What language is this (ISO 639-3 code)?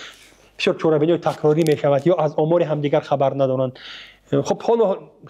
tgk